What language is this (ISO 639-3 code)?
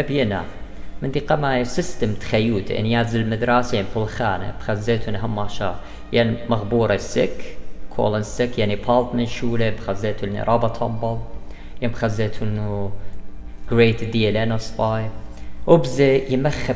aii